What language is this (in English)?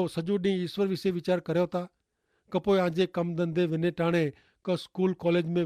Kachhi